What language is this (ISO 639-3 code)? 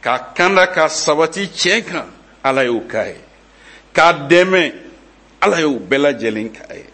bam